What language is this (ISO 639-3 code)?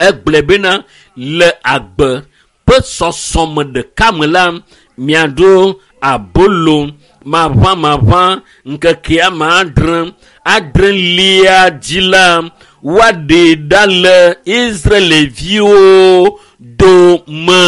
ewe